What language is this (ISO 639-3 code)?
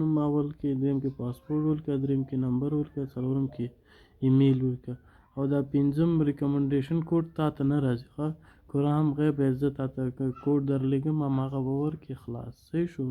pus